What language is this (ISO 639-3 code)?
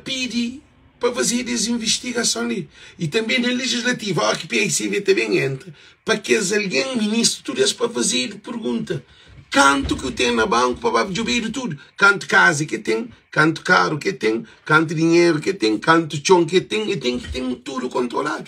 kea